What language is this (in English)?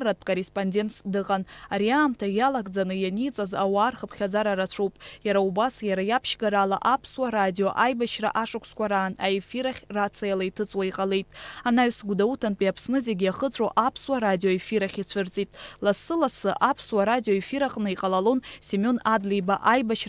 Abkhazian